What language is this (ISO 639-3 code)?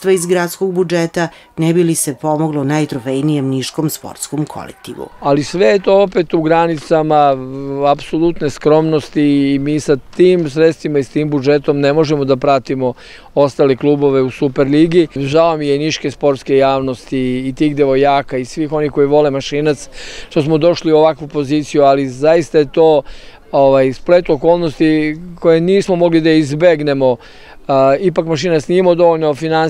srp